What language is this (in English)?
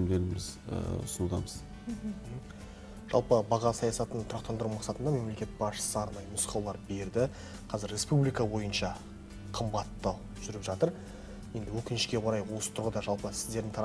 Kazakh